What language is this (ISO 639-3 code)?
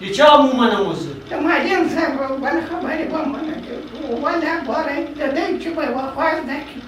pus